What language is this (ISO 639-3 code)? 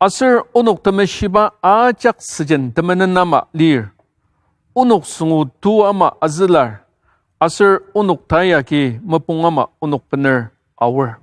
njo